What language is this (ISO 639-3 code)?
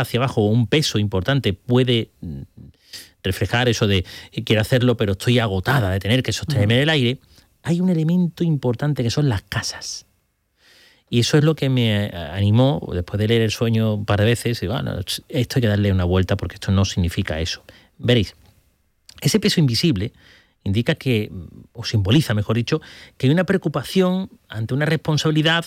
spa